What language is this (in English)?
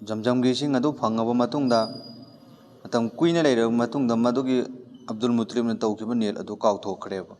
Manipuri